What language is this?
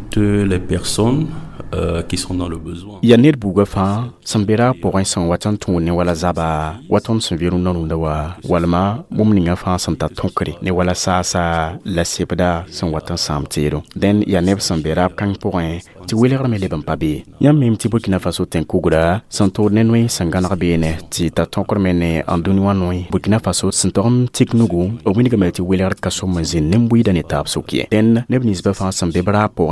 Mossi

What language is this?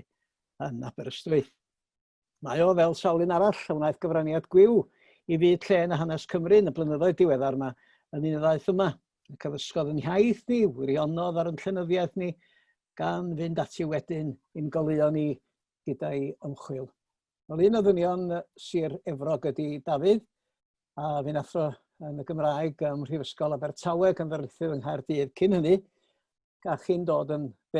Welsh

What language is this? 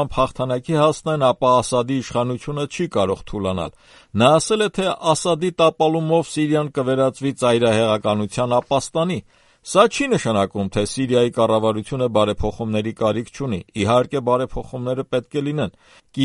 Armenian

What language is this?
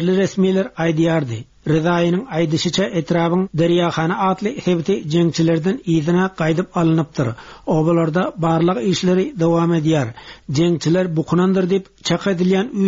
Turkmen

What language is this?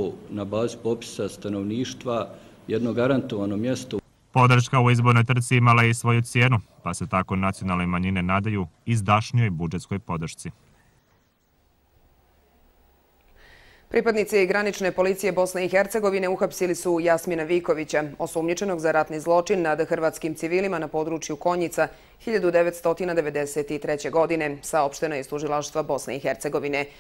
Bosnian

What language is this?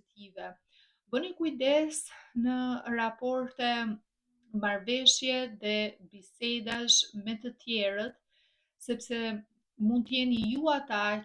Albanian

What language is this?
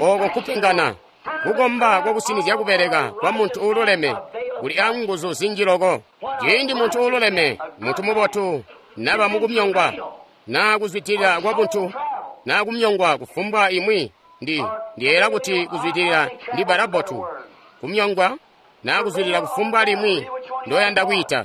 Tonga (Zambia)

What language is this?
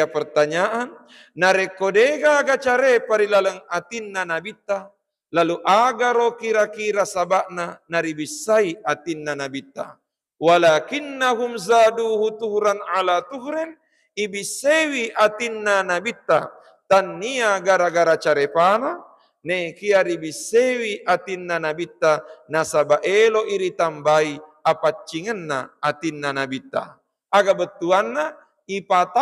Buginese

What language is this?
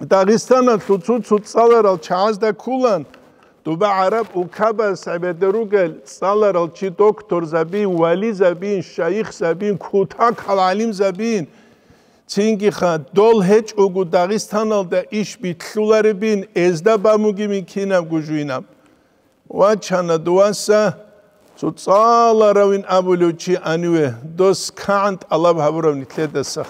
Avaric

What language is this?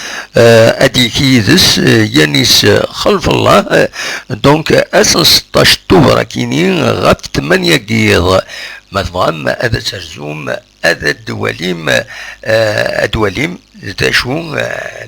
Kabyle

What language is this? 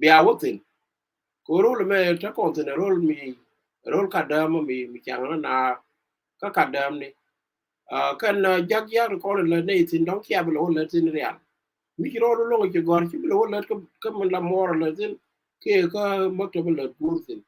Nuer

